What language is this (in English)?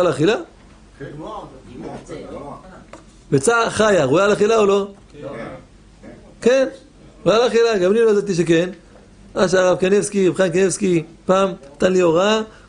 Hebrew